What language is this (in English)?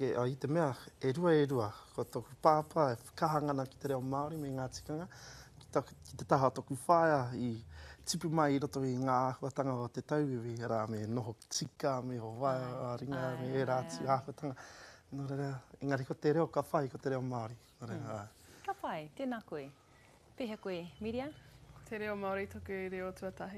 Māori